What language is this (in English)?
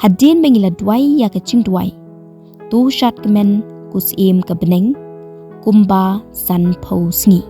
Khasi